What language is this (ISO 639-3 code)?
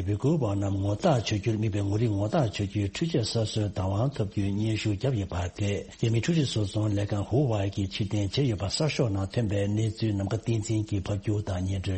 bod